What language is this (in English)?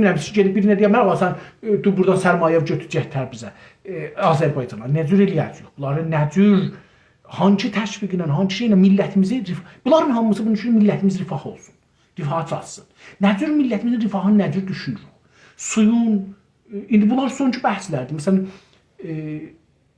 South Azerbaijani